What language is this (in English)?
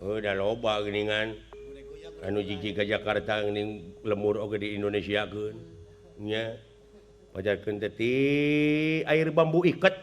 Sundanese